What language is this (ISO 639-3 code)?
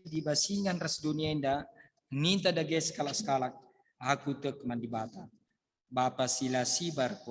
btx